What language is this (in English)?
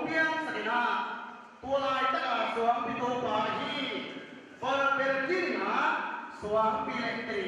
Tedim Chin